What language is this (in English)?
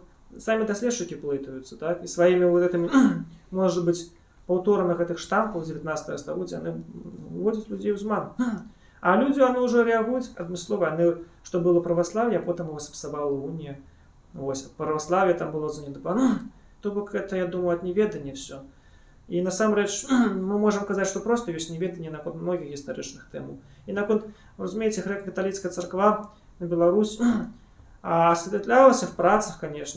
Belarusian